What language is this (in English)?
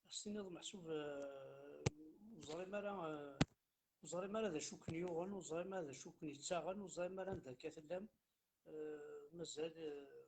Kabyle